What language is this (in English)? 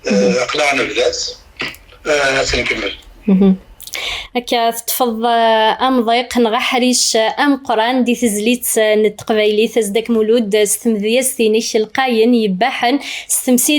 Kabyle